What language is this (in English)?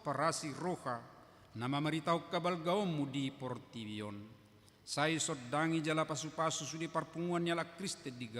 Batak Toba